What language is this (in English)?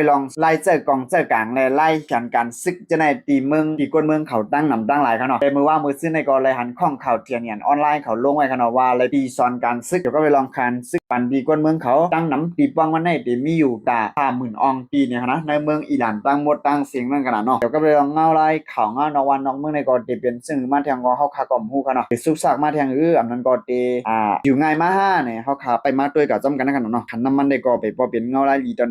Shan